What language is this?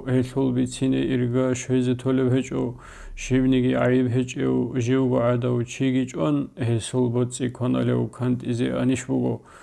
Avaric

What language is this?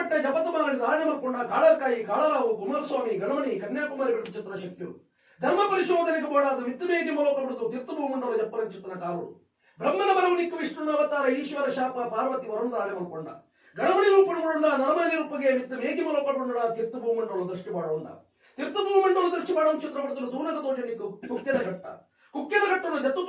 Tulu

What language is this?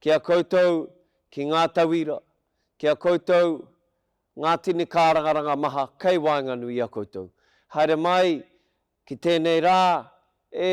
Māori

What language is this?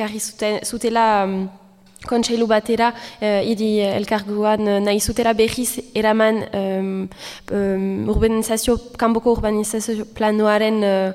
Basque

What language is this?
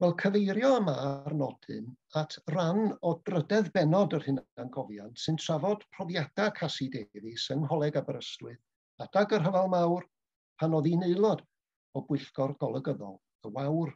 Welsh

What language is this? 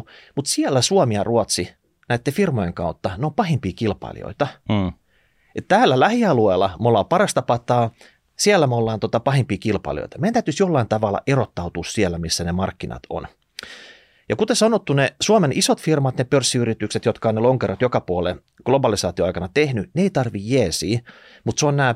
Finnish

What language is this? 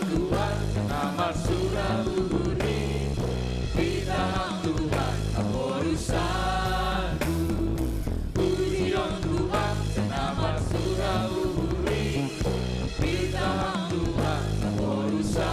Batak Simalungun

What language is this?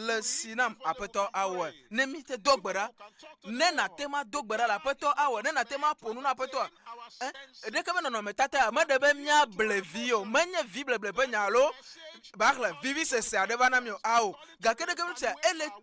Ewe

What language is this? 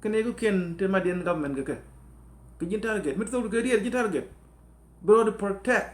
Nuer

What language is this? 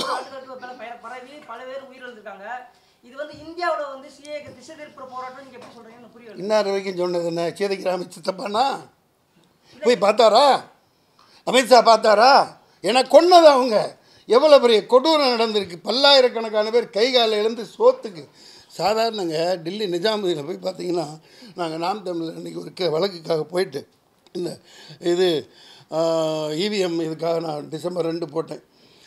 Tamil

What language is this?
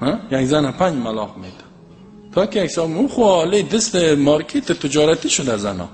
Persian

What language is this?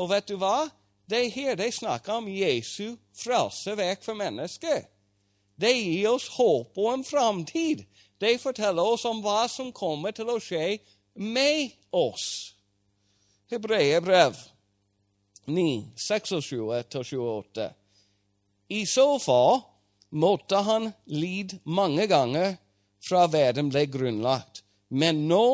Norwegian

